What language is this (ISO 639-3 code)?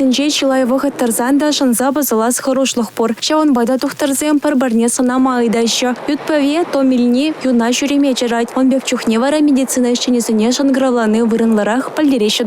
chv